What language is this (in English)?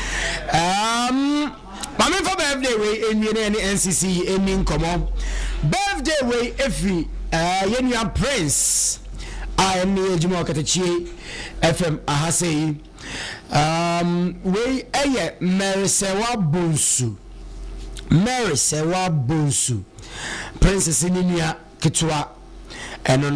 Akan